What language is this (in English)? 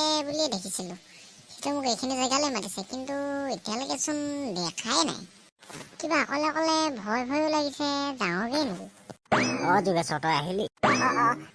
Assamese